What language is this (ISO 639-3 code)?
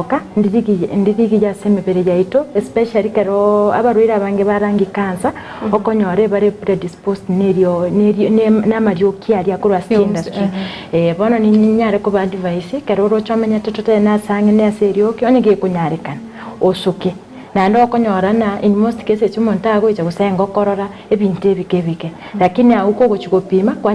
guz